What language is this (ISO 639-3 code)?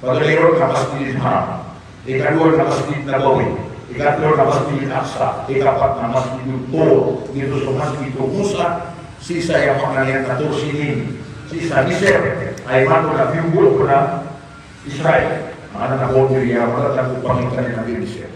mrw